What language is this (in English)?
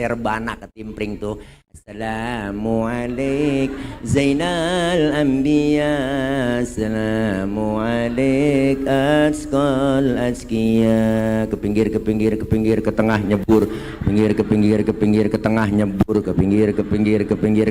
Betawi